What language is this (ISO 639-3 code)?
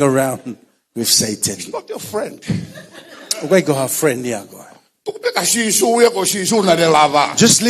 ton